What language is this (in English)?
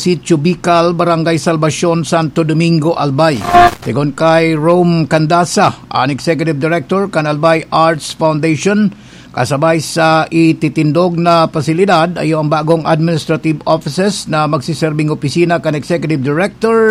Bikol